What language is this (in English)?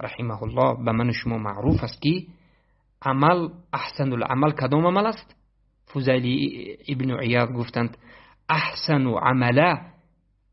Tajik